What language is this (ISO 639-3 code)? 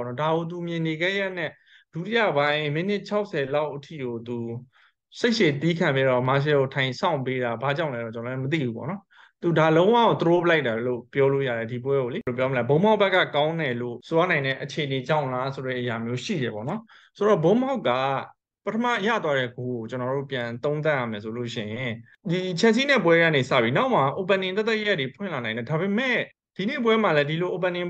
mya